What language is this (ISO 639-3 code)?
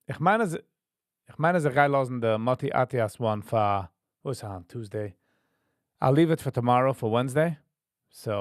yid